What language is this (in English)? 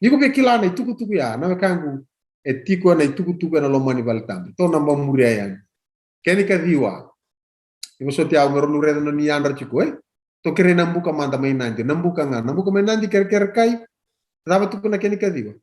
Fijian